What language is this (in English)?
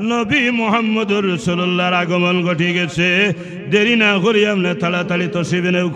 Sylheti